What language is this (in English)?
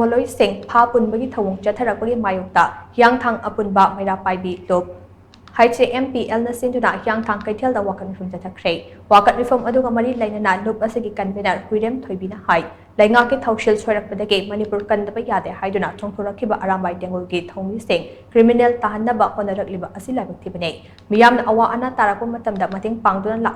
Manipuri